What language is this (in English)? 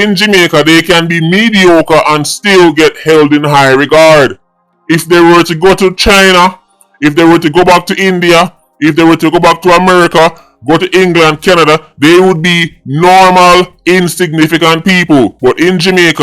Jamaican Creole English